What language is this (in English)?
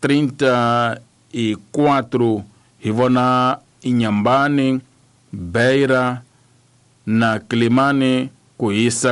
Tsonga